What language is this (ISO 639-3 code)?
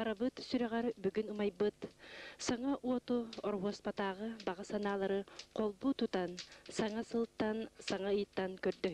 sah